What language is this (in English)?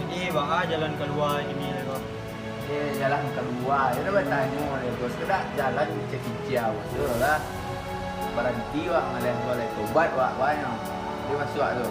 Minangkabau